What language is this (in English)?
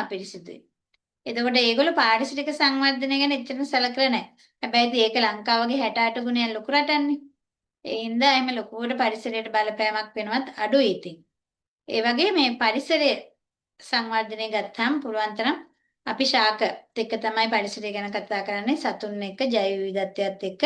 Sinhala